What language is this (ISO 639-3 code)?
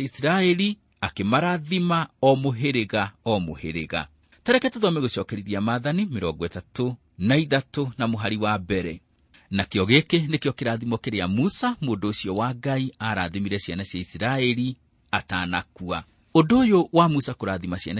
kik